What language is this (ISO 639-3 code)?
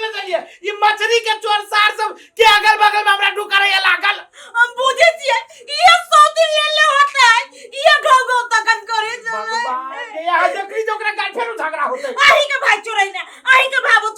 mai